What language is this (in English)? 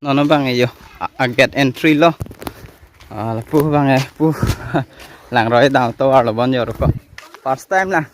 Karbi